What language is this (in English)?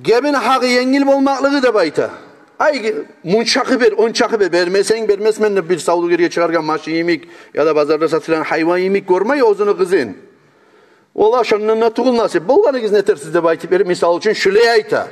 Kumyk